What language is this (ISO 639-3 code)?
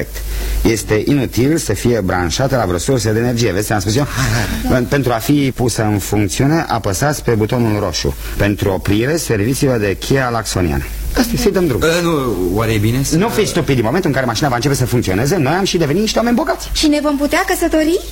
ron